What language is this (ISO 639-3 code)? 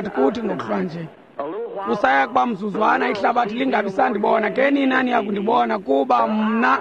xho